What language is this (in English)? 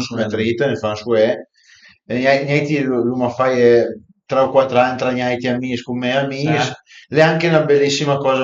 Piedmontese